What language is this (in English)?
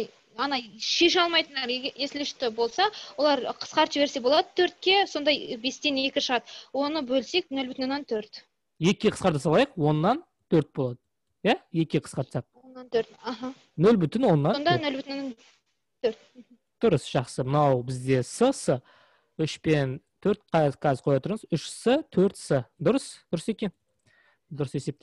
Kazakh